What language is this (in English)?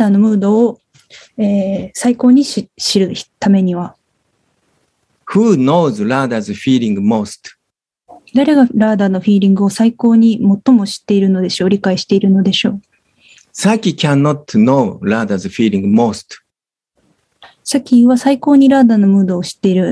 Japanese